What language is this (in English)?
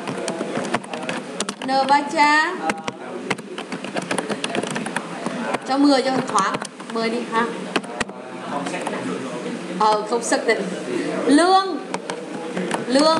Vietnamese